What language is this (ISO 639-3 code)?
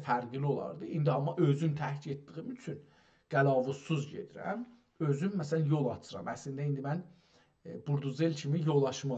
azb